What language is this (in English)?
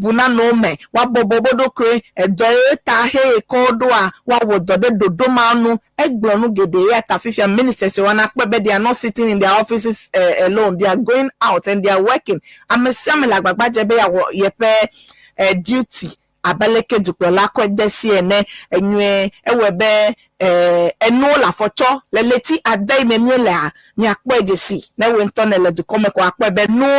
Ewe